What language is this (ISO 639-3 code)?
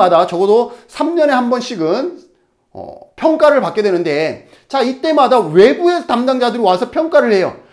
kor